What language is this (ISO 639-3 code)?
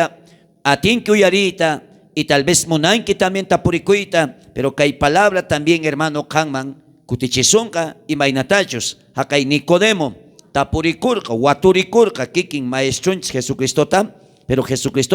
quh